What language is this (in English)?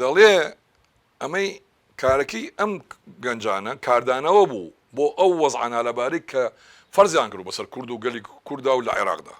Central Kurdish